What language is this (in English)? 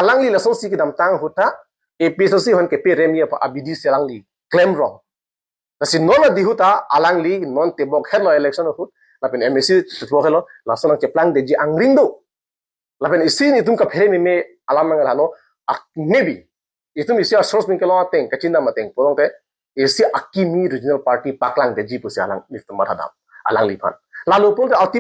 Karbi